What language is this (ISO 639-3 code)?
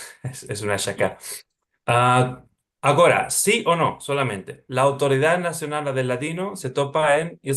lad